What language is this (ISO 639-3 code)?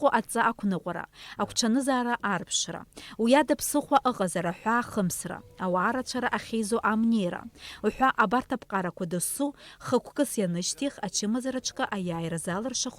abk